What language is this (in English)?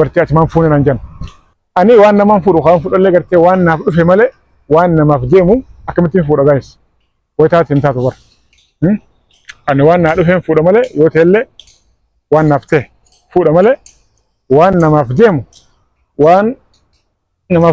Oromo